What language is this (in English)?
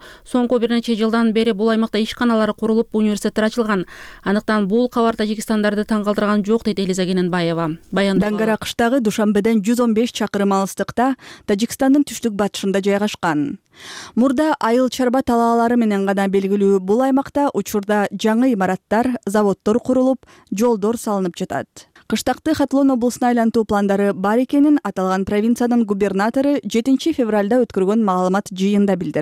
Kyrgyz